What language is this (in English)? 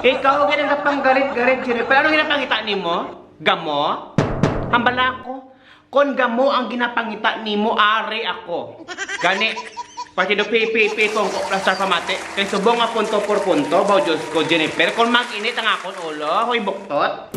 Hiligaynon